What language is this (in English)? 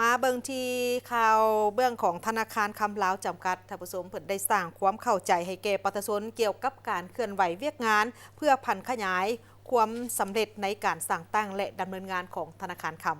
Lao